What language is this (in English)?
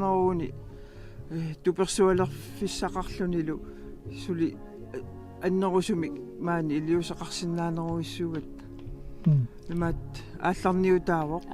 Kalaallisut